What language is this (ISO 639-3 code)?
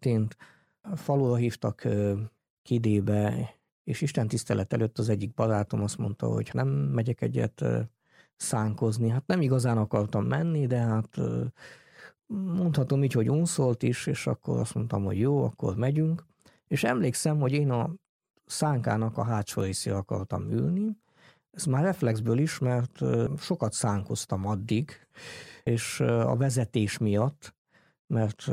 hun